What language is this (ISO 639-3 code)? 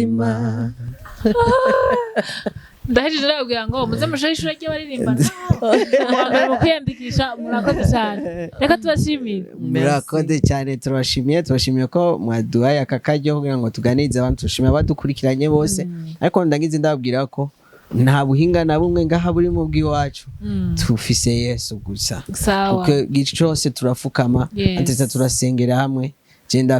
run